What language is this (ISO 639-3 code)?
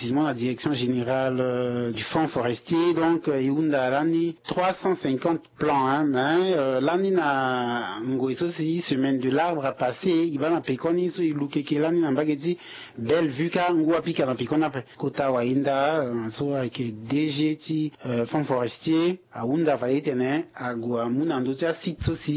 sag